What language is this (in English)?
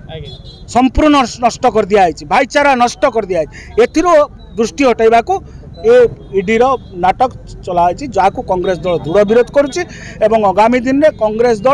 Odia